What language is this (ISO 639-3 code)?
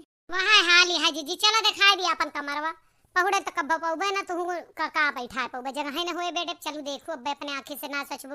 awa